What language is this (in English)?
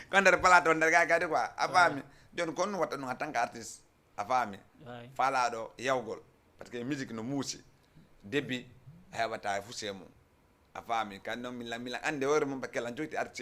Fula